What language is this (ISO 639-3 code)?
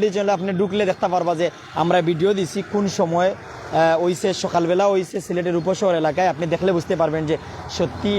syl